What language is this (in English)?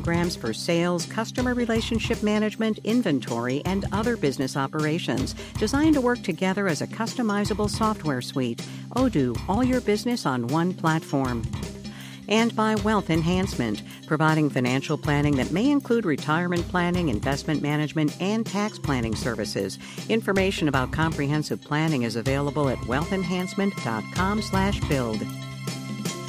English